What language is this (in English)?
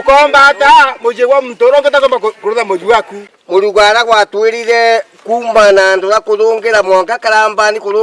Meru